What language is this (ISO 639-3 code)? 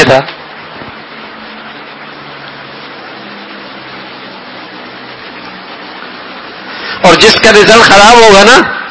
urd